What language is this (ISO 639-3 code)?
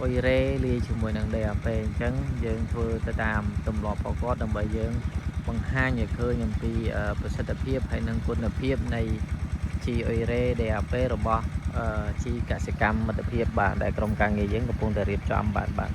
khm